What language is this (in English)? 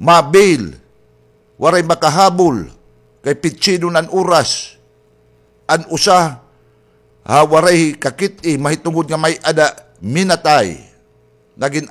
Waray